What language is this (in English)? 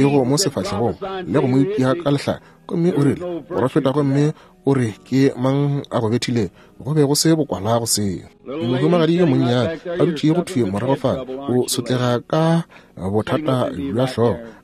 Northern Sotho